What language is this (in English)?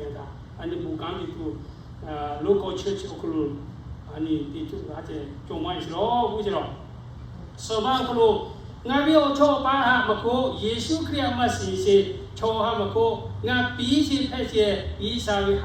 Lahu